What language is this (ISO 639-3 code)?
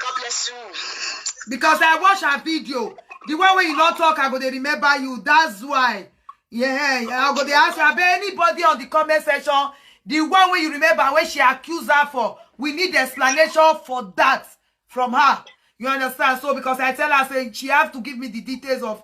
pcm